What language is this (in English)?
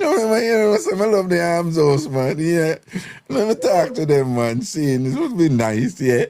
Jamaican Creole English